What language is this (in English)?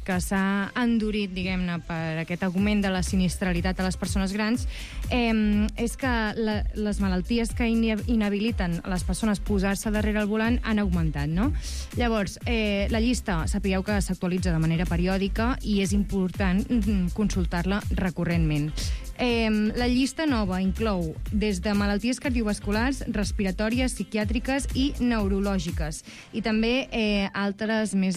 Catalan